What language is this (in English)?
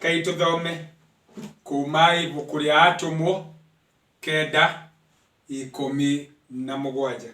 Kikuyu